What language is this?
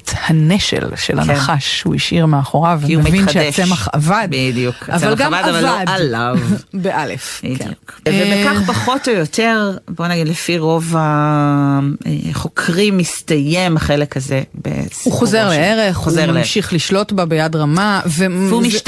Hebrew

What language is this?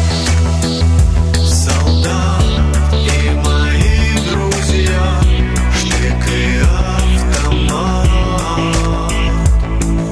Russian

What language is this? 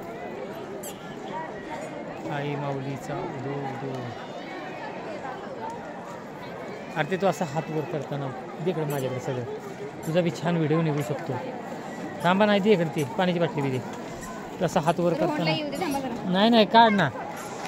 Marathi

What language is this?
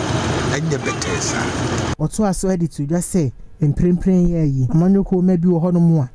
Akan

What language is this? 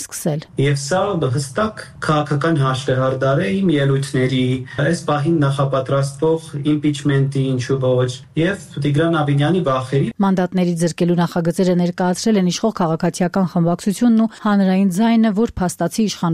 Armenian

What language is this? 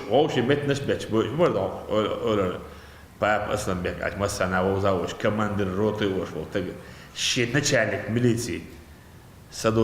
Chechen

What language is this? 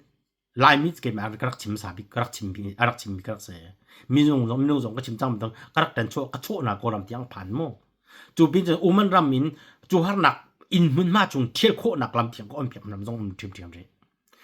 Hakha Chin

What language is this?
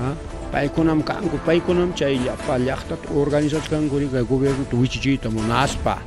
Ayacucho Quechua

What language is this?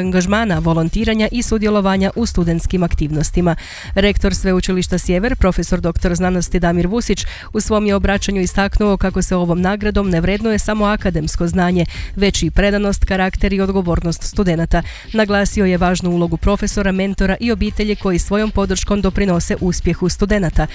Croatian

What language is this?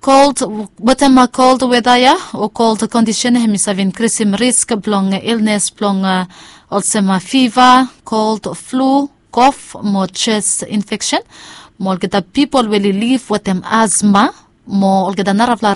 Bislama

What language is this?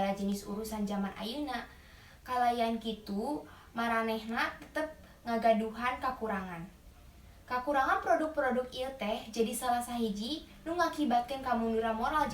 Sundanese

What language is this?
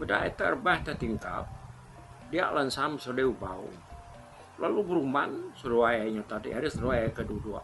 Iban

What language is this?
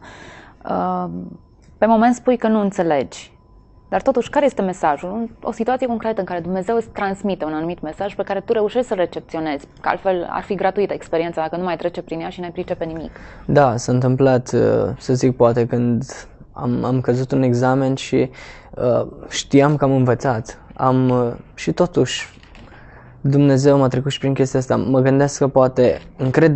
Romanian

